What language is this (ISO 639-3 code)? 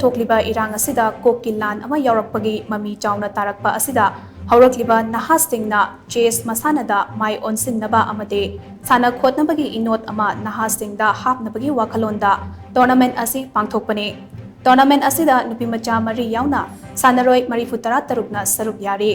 mni